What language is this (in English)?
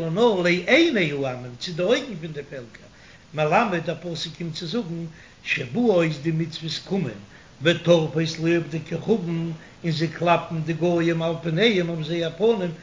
Yiddish